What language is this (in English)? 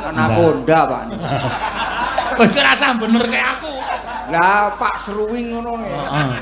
Javanese